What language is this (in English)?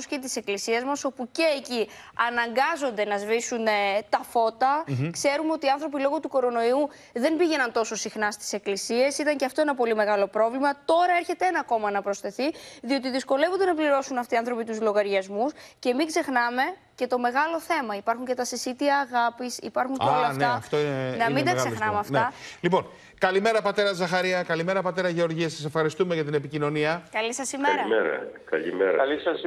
Greek